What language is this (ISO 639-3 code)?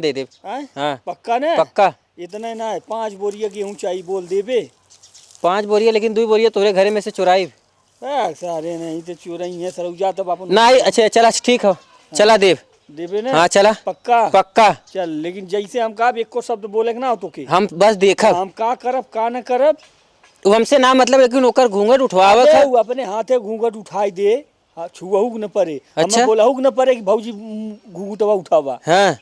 awa